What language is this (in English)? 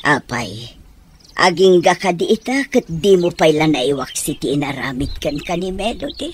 Iloko